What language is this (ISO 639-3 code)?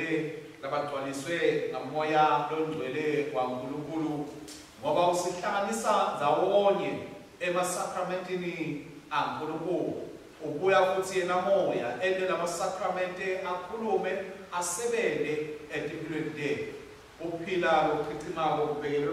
ssw